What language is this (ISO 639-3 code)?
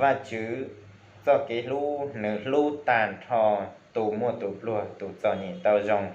hmn